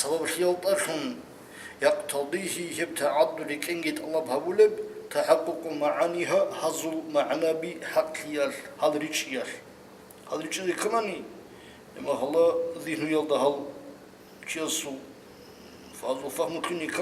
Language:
Avaric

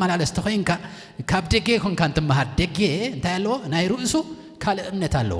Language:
Tigrinya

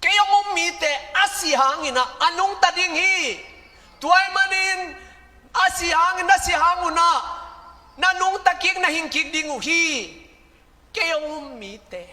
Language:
Tedim Chin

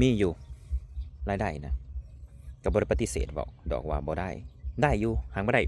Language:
Northeastern Thai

